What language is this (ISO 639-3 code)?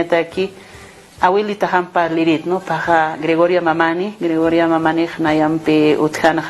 aym